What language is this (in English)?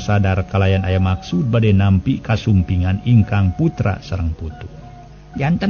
Sundanese